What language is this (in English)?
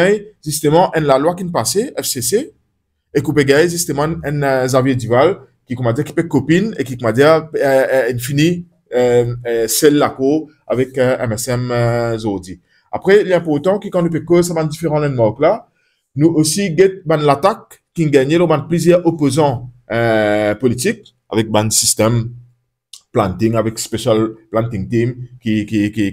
Morisyen